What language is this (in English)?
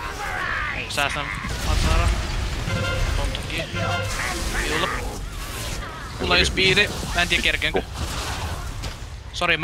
Finnish